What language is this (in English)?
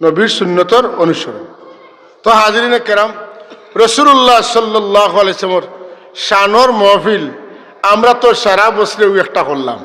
Sylheti